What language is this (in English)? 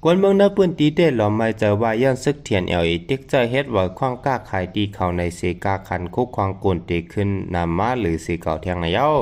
Shan